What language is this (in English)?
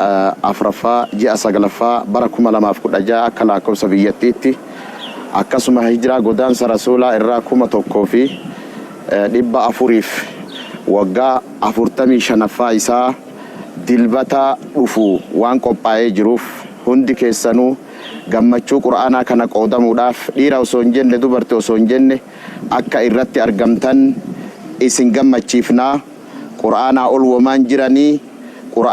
Oromo